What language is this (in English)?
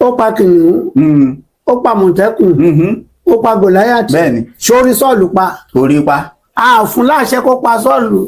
Yoruba